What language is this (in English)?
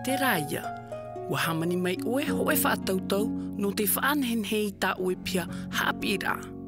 Tahitian